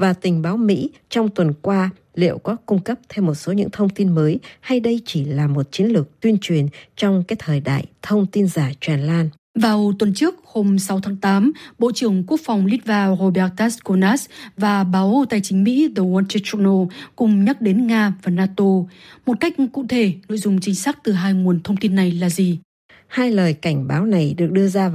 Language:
Vietnamese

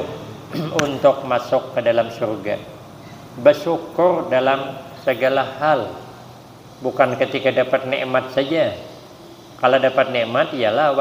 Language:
Banjar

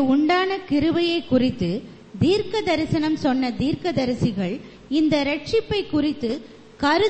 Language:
Tamil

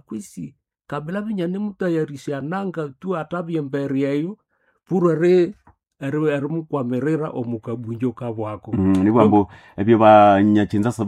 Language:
Nande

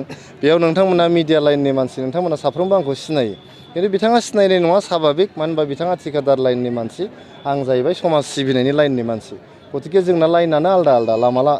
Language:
Bodo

